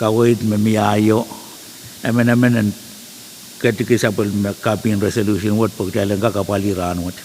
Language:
Pohnpeian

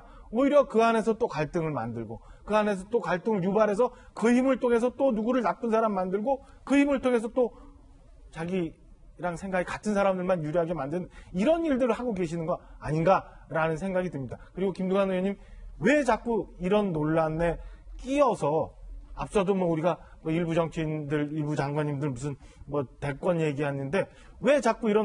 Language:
Korean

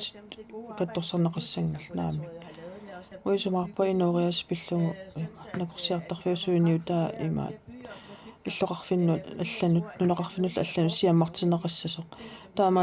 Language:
Kalaallisut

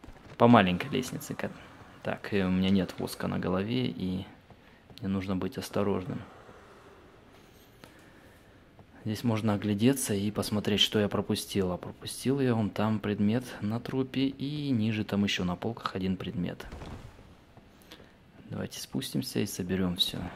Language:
Russian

